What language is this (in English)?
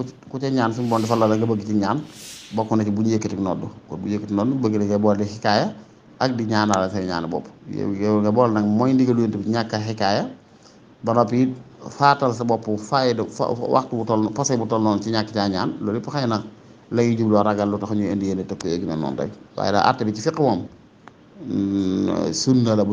Wolof